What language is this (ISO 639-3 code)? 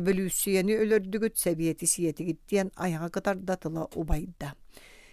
sah